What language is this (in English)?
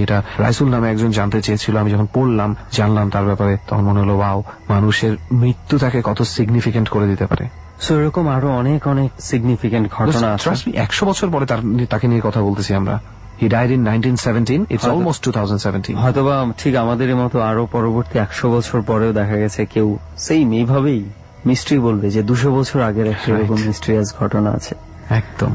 Bangla